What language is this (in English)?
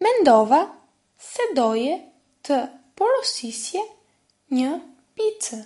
Albanian